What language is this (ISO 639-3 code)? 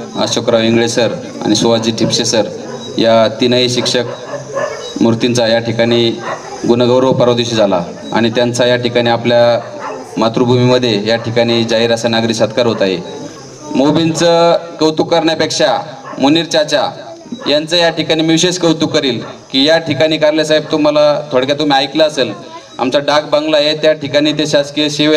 mar